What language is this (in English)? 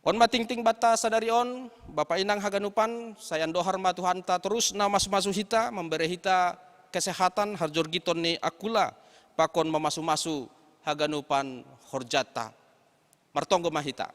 Batak Simalungun